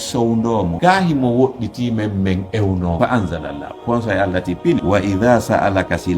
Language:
Fula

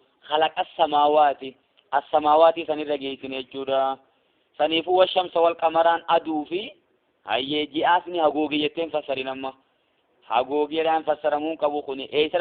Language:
Oromo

